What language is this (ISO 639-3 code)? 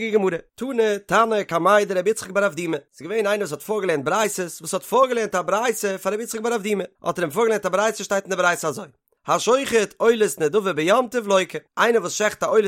yid